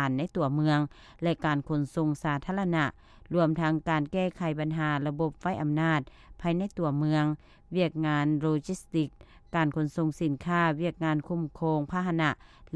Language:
Lao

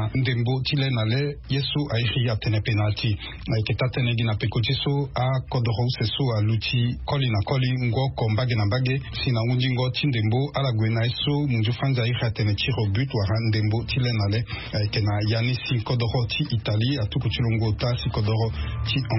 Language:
Sango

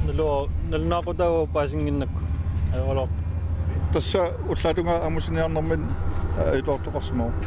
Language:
Kalaallisut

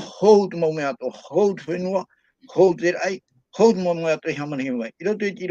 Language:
Tahitian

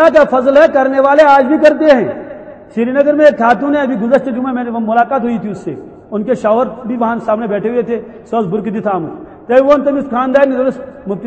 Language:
Urdu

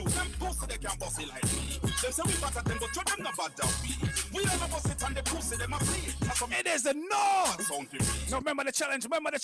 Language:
Jamaican Creole English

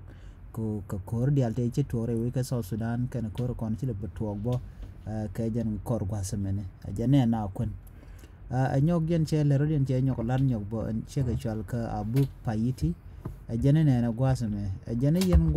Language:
Nuer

